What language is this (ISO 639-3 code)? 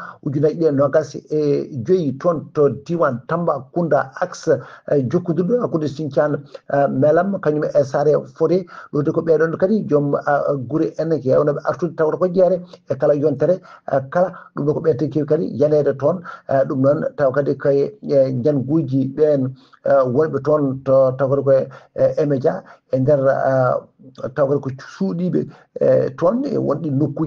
ful